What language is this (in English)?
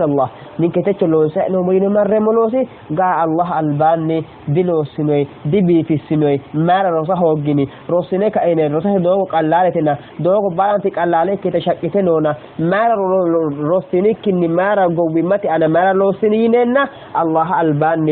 Sidamo